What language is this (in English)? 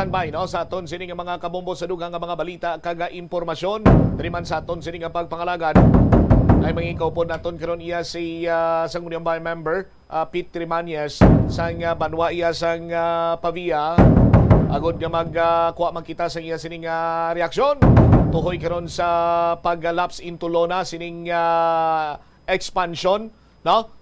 Hiligaynon